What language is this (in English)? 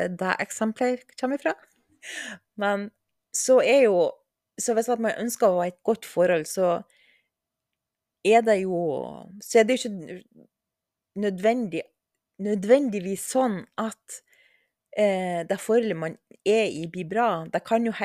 Norwegian